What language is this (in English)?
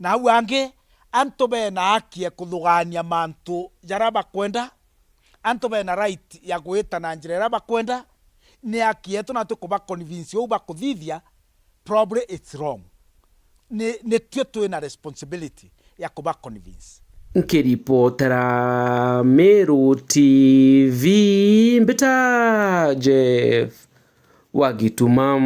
Meru